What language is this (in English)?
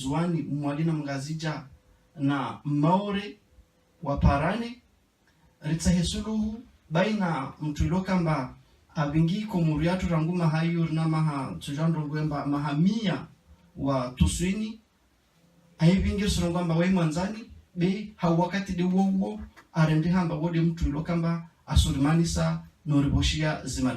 Ngazidja Comorian